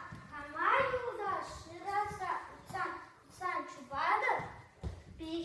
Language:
Chuvash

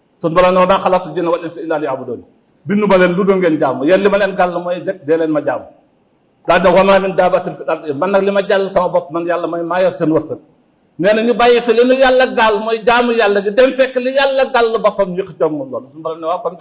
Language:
Wolof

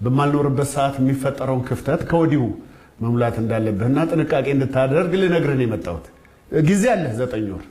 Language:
Amharic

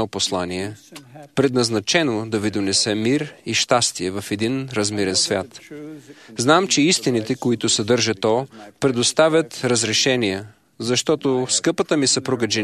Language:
Bulgarian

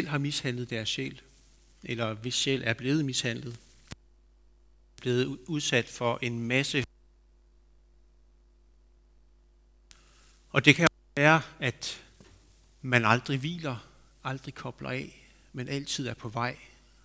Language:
Danish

